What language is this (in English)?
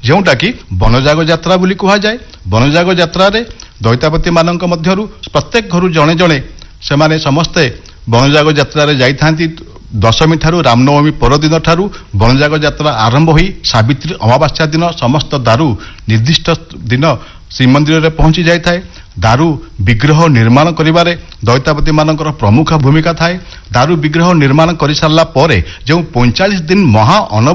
Odia